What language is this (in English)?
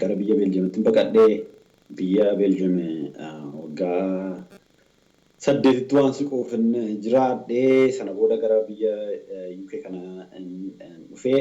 Oromo